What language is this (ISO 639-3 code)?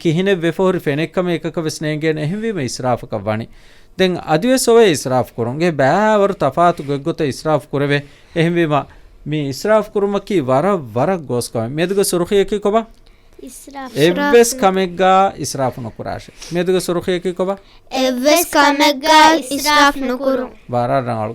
div